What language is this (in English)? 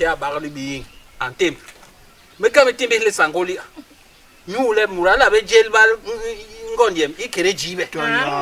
Basaa